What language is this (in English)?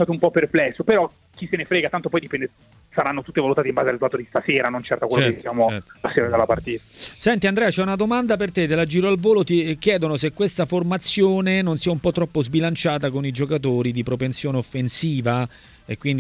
Italian